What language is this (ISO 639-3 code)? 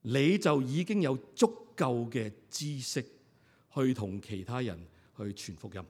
yue